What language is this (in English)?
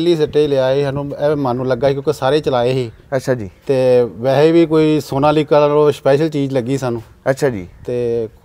Punjabi